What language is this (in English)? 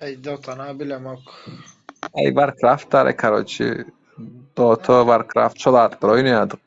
Turkmen